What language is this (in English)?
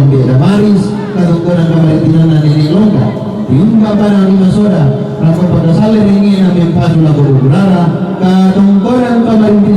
Toraja-Sa'dan